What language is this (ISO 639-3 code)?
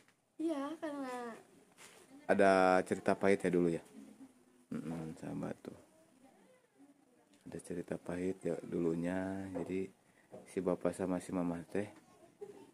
ind